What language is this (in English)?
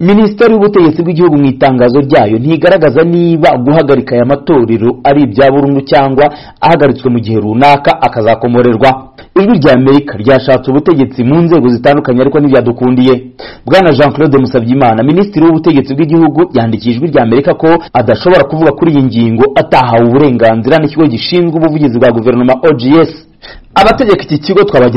Kinyarwanda